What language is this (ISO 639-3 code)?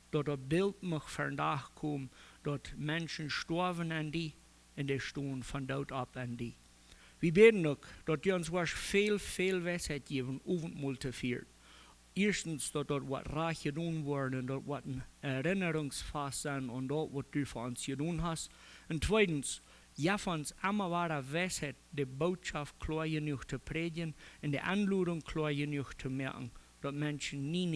pdt